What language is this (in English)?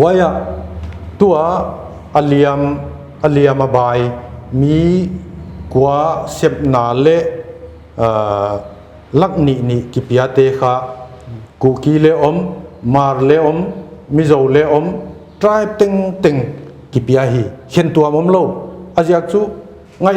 Paite Chin